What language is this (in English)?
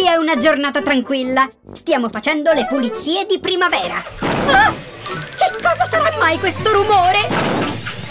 Italian